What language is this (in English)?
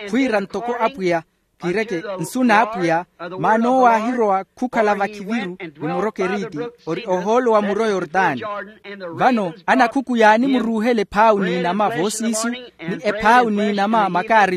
Makhuwa